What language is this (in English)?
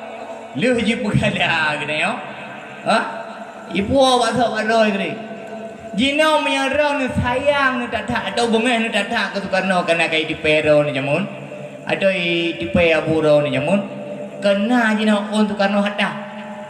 Achinese